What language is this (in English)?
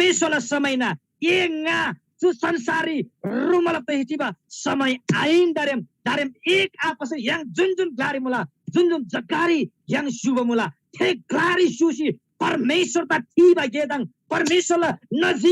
Eastern Tamang